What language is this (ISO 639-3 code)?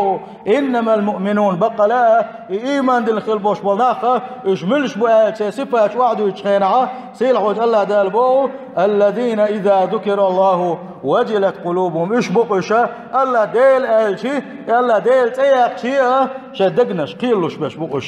che